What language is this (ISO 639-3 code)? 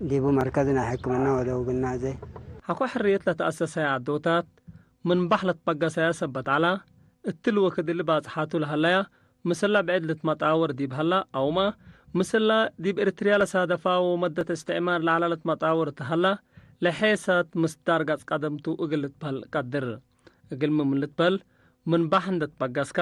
tig